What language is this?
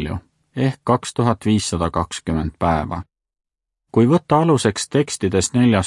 Estonian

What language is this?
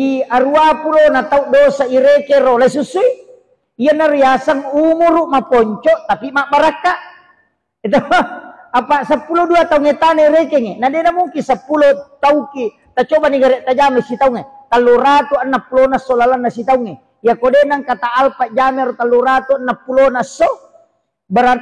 Buginese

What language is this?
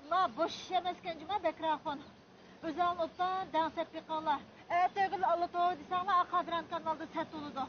Uyghur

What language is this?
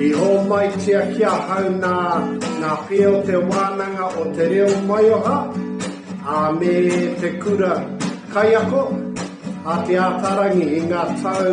Māori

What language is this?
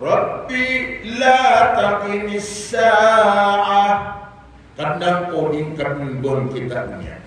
Maranao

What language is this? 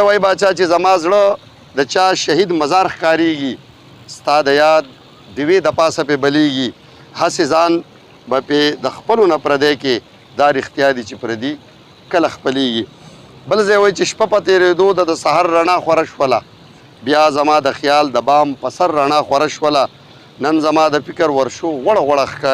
Pashto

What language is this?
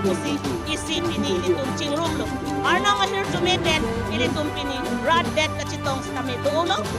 Karbi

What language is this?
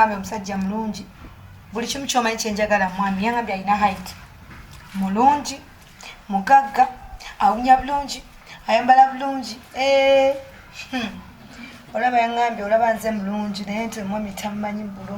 Ganda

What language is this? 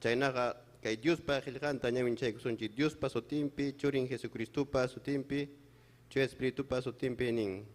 Ayacucho Quechua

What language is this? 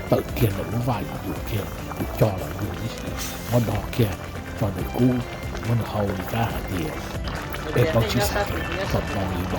Hmong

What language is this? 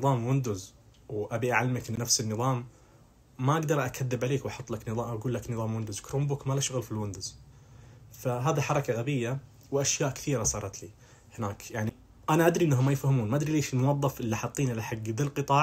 Najdi Arabic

